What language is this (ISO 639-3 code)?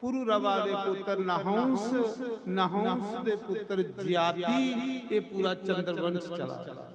doi